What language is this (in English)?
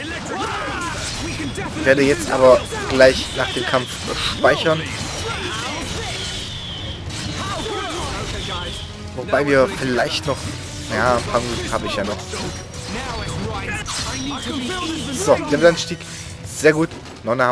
German